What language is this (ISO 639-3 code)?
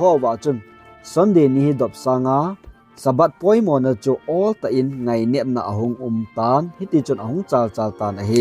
tcz